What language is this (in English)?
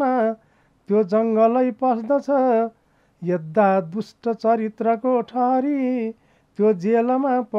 Nepali